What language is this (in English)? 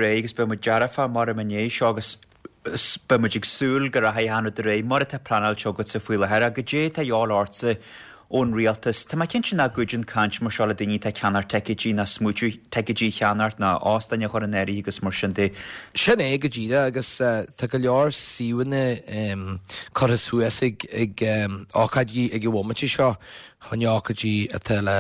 Irish